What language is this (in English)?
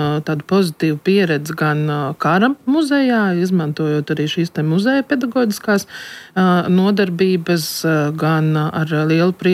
Latvian